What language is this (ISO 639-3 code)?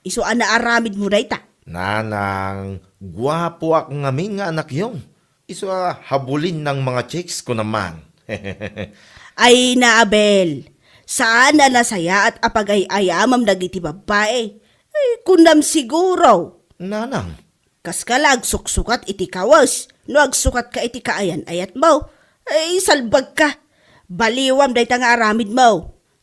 ilo